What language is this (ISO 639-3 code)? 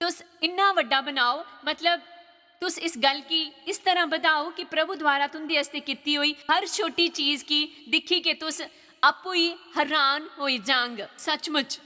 doi